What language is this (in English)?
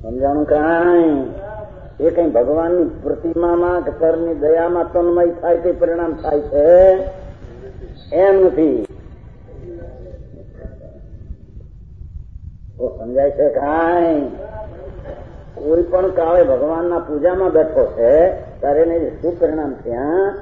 Gujarati